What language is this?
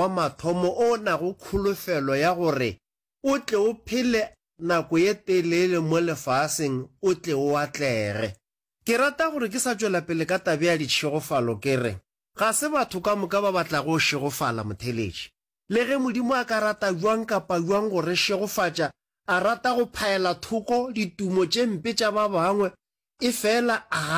Northern Sotho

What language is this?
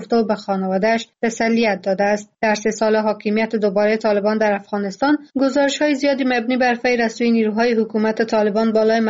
Persian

